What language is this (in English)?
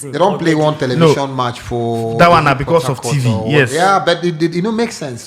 Nigerian Pidgin